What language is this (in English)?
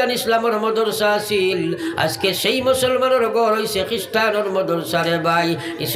Sylheti